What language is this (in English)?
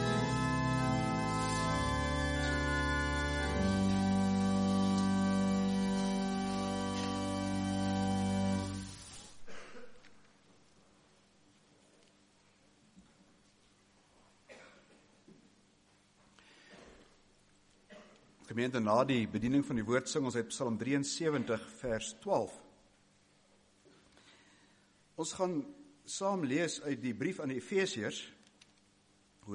Afrikaans